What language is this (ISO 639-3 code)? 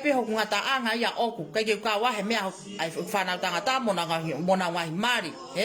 ton